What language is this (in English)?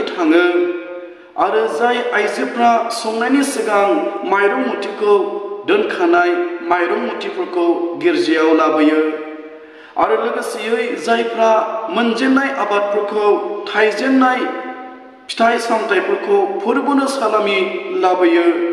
Bodo